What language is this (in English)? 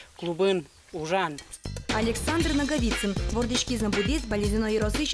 Udmurt